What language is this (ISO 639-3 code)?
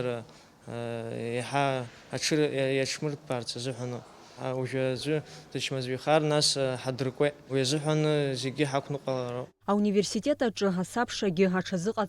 abk